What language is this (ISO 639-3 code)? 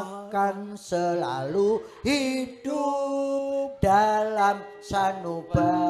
jav